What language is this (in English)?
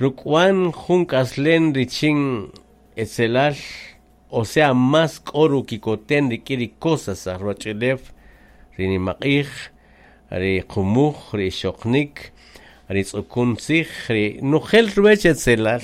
Kaqchikel